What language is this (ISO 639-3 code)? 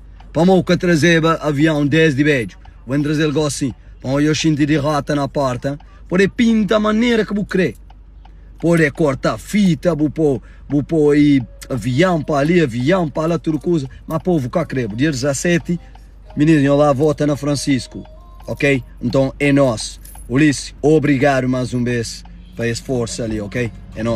kea